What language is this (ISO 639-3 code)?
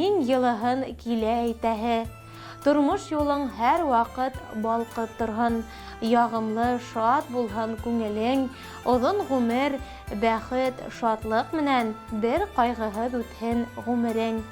bak